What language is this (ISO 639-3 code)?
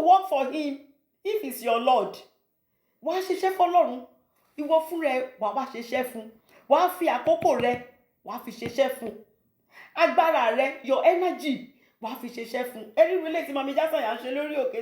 yor